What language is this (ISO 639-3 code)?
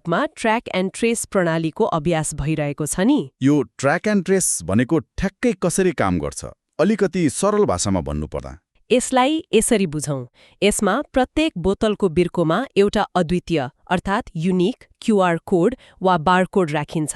nep